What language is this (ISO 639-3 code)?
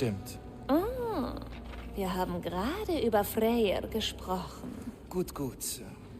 bar